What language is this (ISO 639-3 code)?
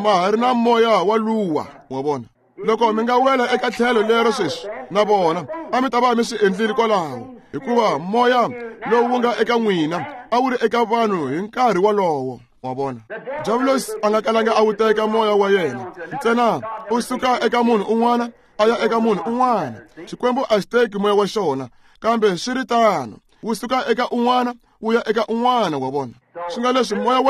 tso